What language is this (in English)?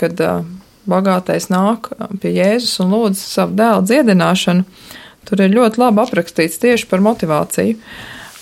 Latvian